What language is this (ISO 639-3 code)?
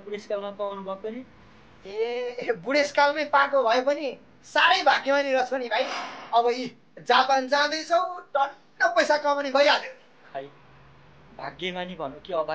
nep